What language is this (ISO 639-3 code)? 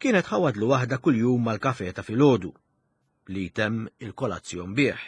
mlt